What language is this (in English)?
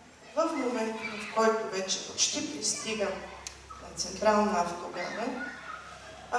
Bulgarian